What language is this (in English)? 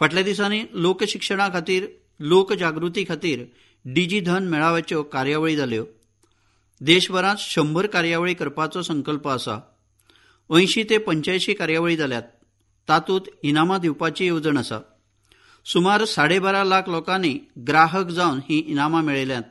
Konkani